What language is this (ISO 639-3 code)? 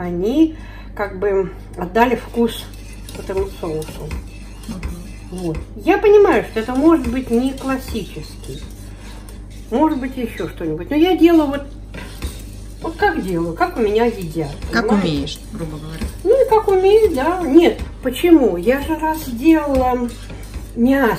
rus